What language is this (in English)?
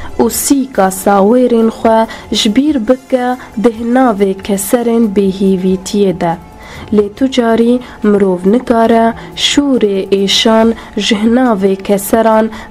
Kurdish